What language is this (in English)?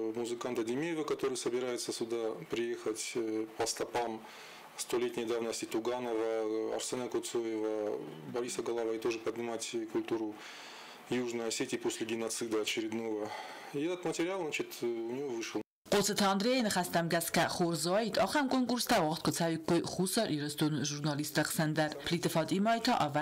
Ossetic